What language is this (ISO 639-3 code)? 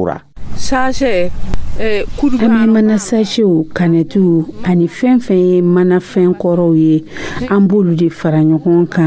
dyu